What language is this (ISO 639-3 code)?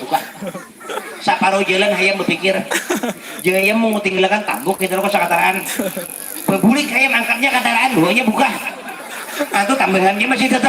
bjn